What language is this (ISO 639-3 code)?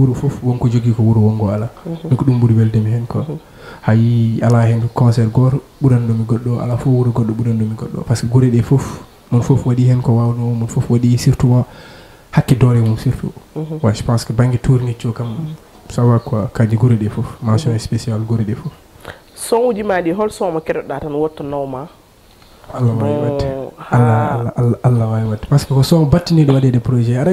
ful